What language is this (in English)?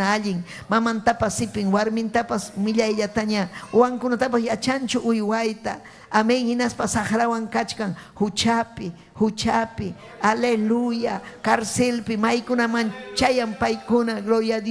Ayacucho Quechua